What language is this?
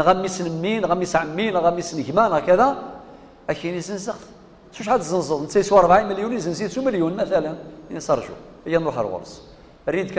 Kabyle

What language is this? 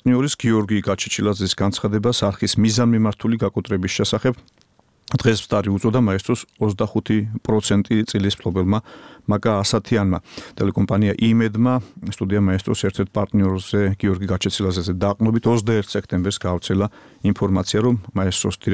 Georgian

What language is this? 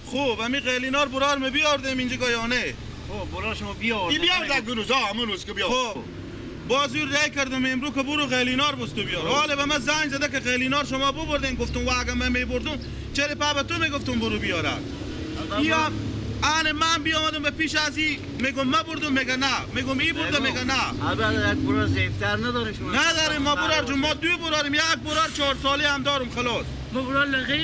Persian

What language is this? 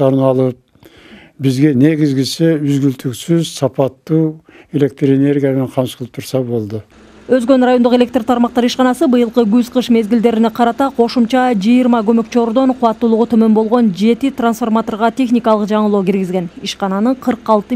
Kyrgyz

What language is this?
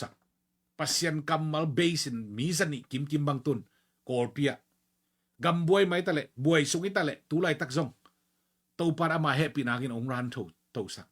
Tedim Chin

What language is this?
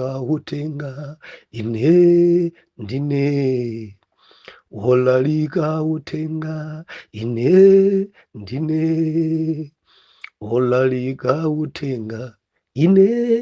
Nyanja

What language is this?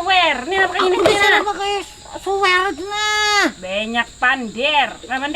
Banjar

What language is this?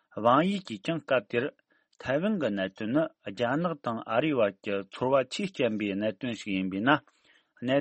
Tibetan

